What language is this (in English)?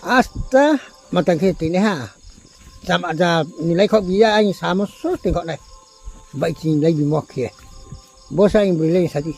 Riang (India)